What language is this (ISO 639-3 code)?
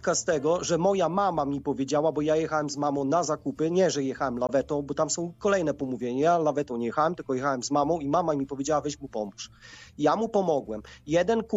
pol